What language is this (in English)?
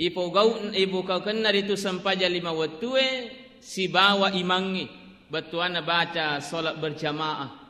Buginese